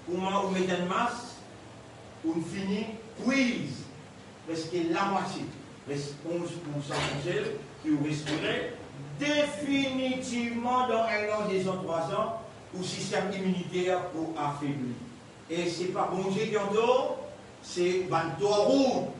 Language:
Morisyen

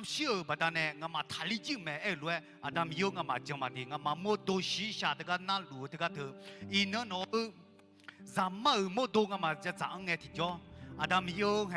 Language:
Akha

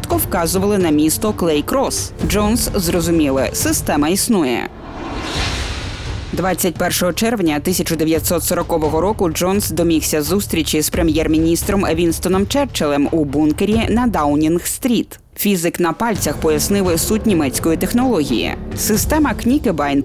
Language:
Ukrainian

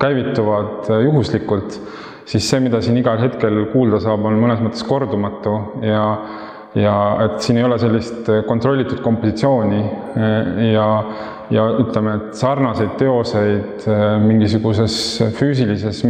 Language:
Estonian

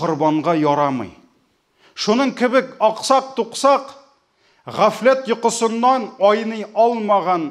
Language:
Tatar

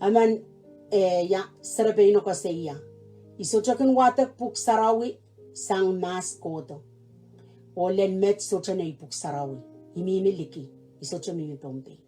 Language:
Pohnpeian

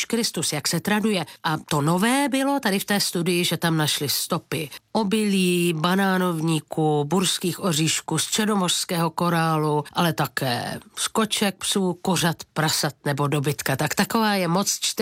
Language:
Czech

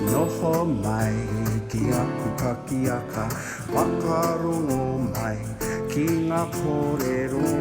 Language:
Māori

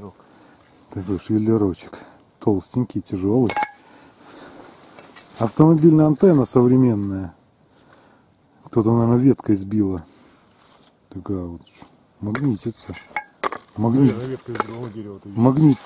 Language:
Russian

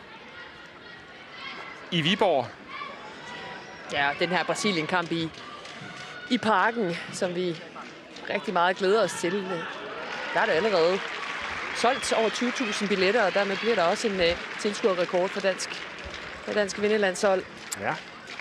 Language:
Danish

